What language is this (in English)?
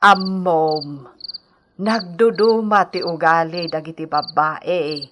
Iloko